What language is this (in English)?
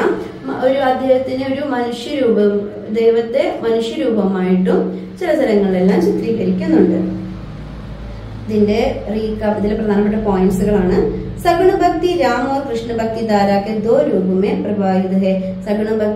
Malayalam